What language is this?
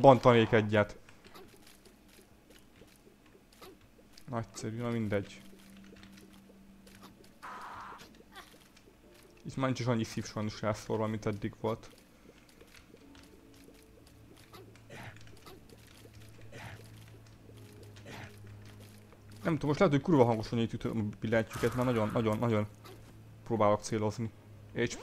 Hungarian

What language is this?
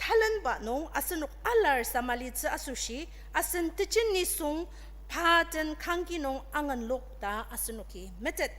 Ao Naga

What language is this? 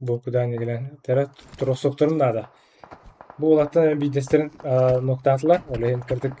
Yakut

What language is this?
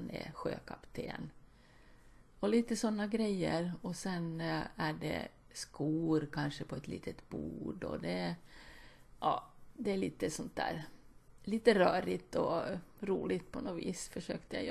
Swedish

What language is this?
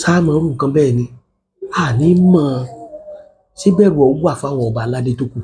Yoruba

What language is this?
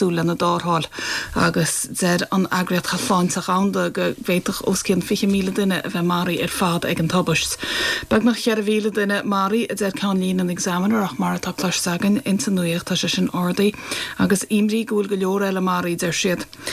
Irish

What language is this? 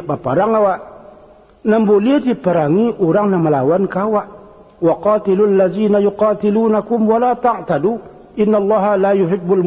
Minangkabau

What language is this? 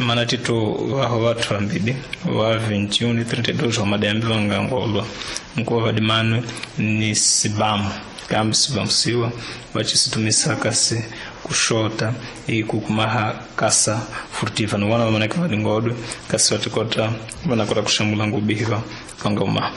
Tsonga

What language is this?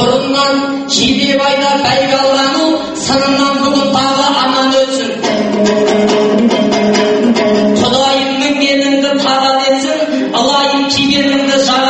Kazakh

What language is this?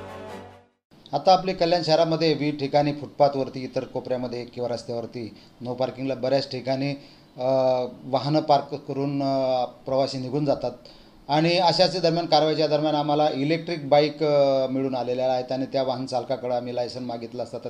Marathi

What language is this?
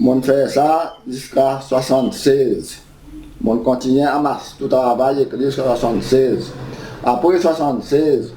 Seselwa Creole French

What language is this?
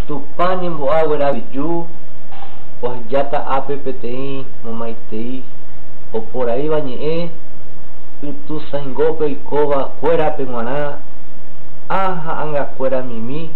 Guarani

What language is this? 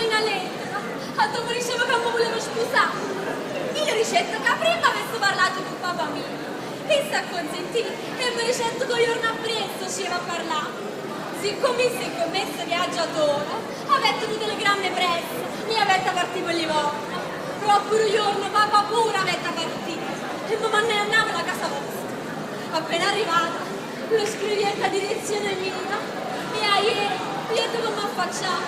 Neapolitan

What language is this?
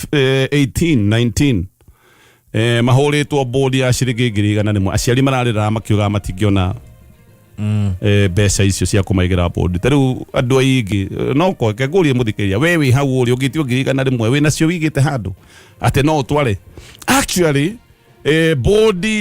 Kikuyu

